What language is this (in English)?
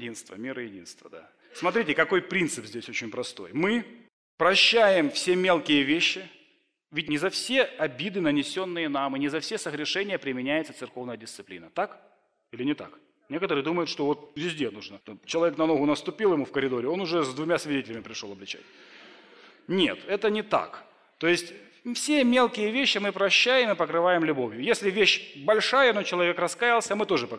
Russian